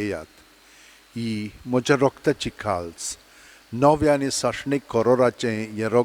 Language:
Konkani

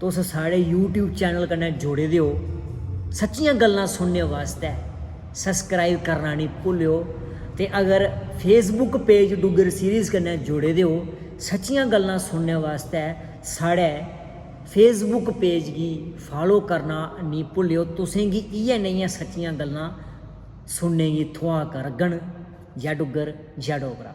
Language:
Dogri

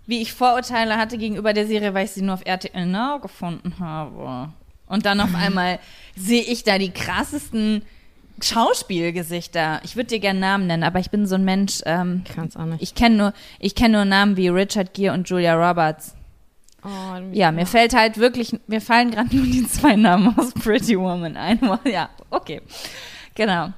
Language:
German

